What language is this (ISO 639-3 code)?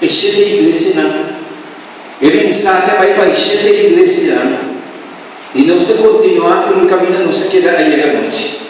pap